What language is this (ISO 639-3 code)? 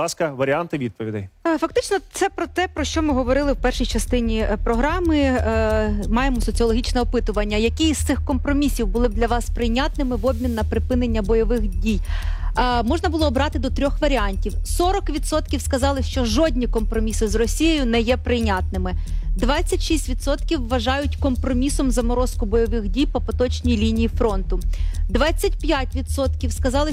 ukr